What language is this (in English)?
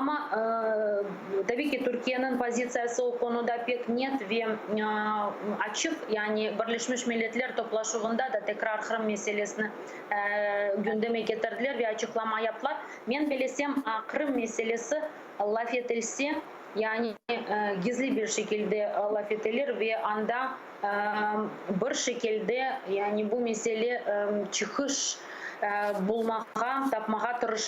Crimean Tatar